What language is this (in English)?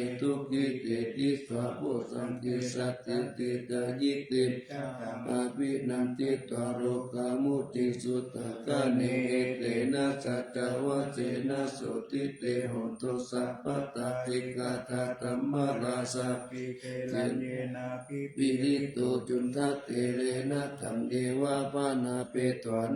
Pali